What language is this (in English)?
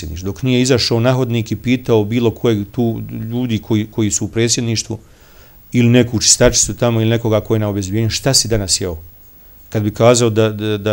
Bosnian